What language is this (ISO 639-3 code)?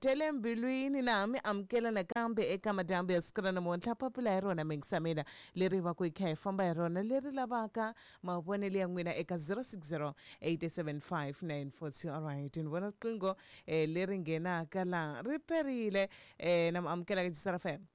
tso